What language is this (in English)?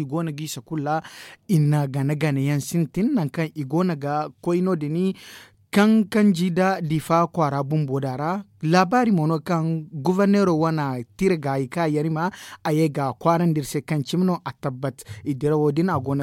Zarma